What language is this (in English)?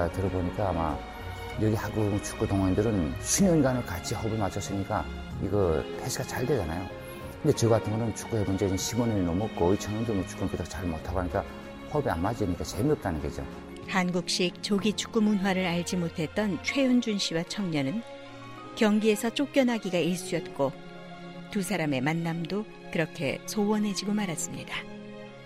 Korean